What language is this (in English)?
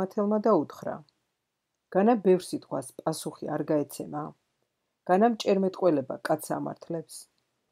Georgian